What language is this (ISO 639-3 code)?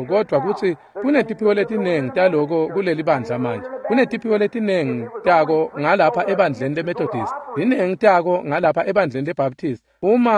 ssw